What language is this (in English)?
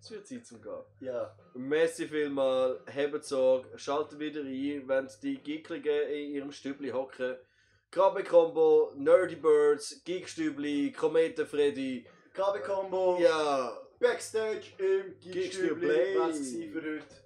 Swiss German